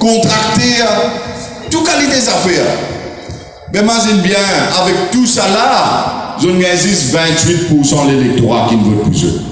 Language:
Morisyen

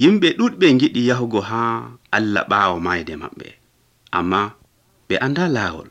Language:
Nigerian Fulfulde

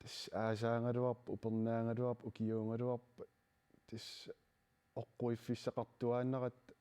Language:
Kalaallisut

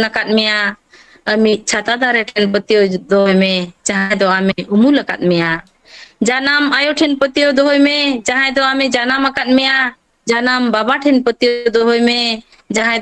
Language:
Santali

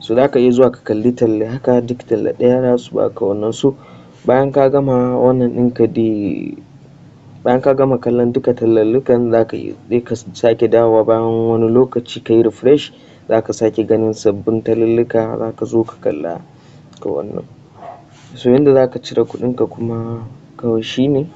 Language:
Hausa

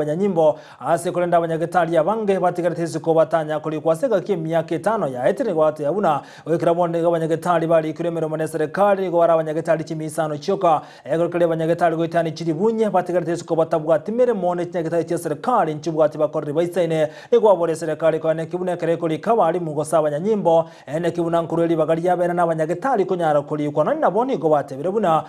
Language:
Gusii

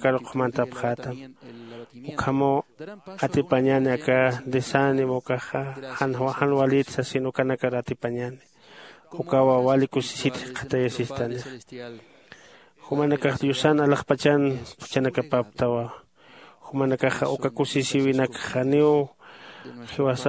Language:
Aymara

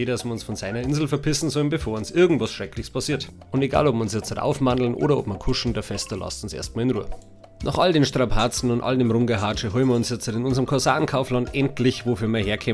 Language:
Bavarian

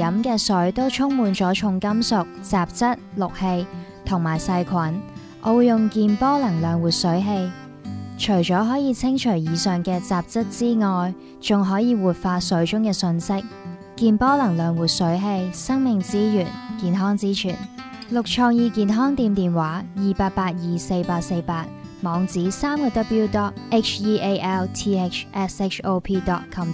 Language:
Cantonese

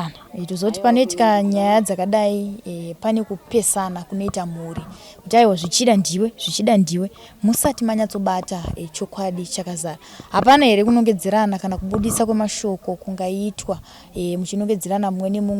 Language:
Shona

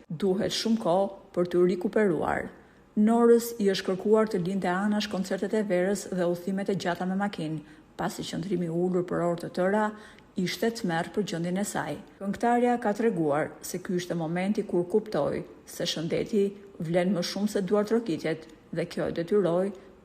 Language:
Albanian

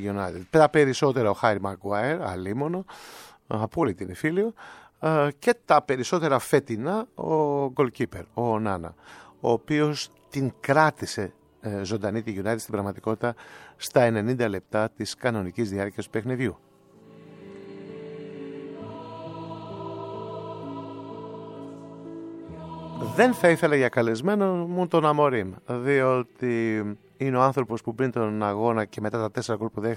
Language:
Greek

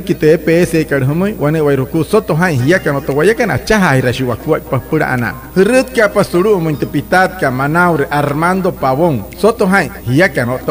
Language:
Wayuu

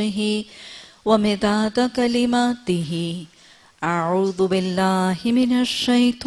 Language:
Urdu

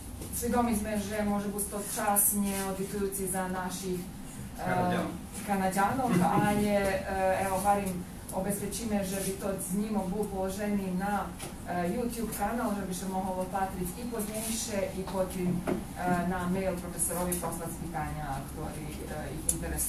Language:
Rusyn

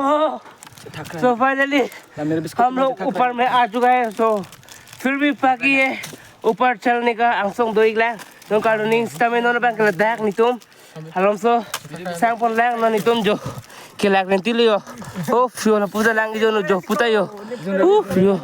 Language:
Karbi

